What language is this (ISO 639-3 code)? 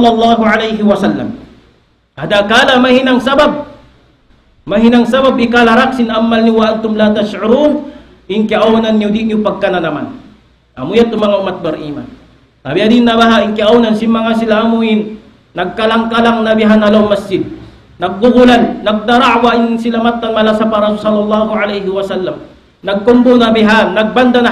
tsg